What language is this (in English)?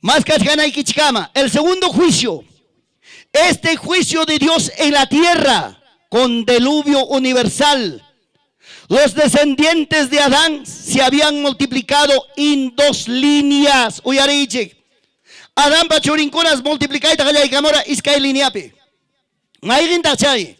Ayacucho Quechua